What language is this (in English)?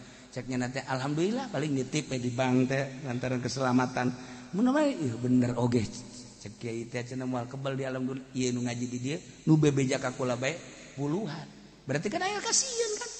Sundanese